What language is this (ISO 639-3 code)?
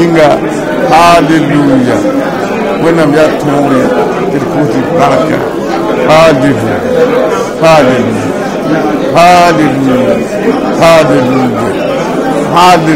mos